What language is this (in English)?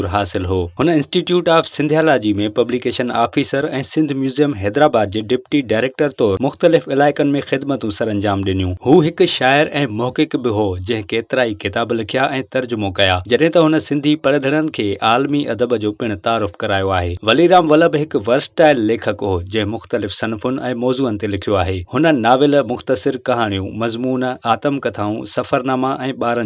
Sindhi